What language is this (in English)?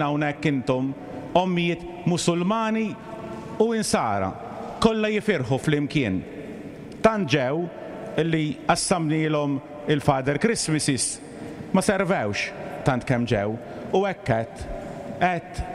Maltese